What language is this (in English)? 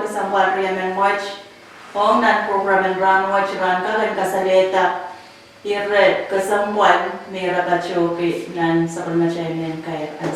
Pohnpeian